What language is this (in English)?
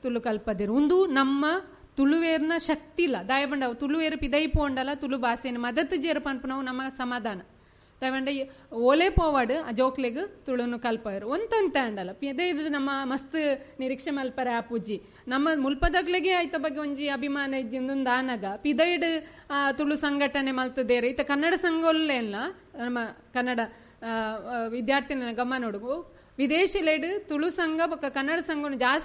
Tulu